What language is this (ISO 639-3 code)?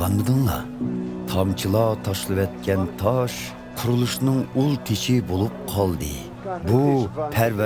uig